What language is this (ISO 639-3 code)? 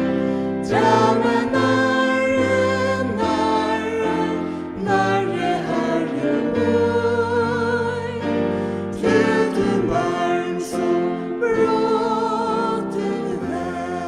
fao